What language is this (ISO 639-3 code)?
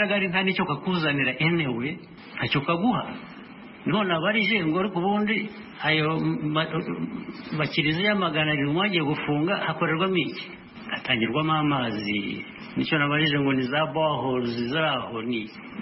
kin